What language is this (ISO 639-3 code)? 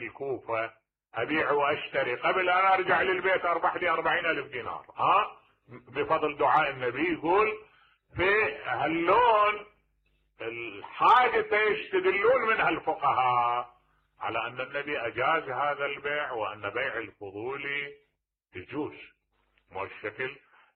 acm